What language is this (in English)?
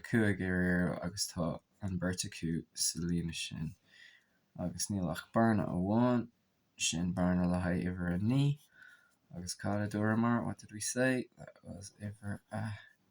Irish